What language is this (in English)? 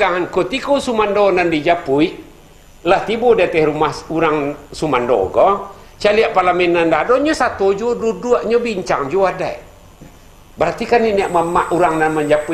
Minangkabau